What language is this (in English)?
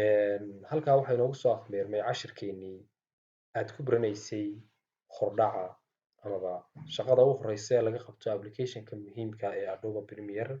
Somali